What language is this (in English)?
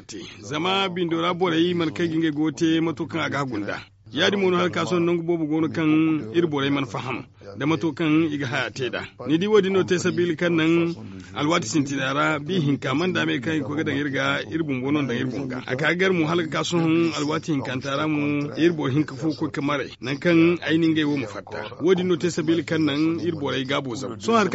Zarma